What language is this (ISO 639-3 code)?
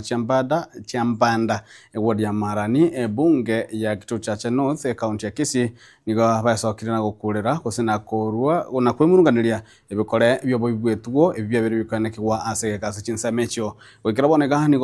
guz